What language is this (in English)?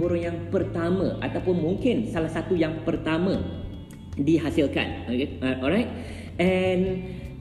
Malay